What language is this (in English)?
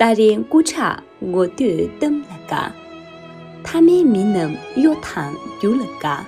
Tibetan